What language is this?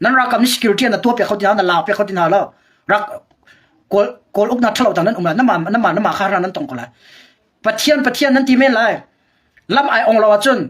Hakha Chin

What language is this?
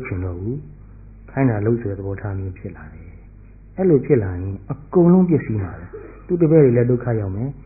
Burmese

